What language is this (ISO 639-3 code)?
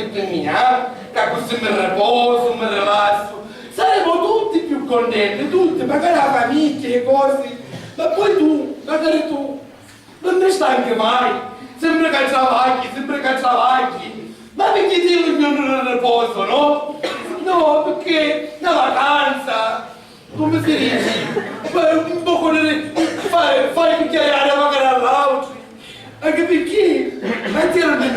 scn